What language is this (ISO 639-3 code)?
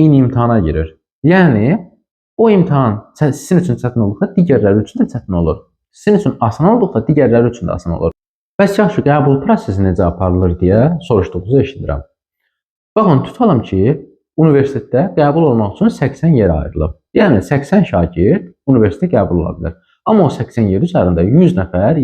aze